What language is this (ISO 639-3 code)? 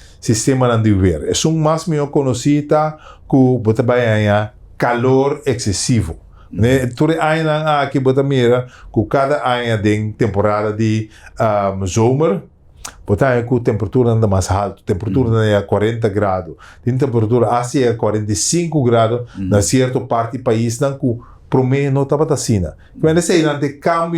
pap